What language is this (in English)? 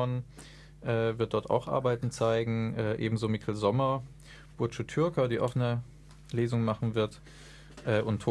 German